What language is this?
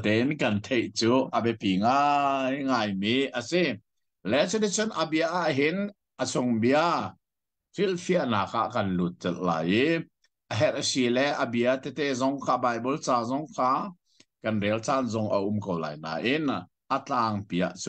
Hakha Chin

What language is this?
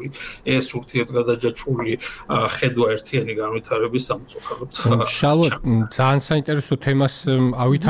Georgian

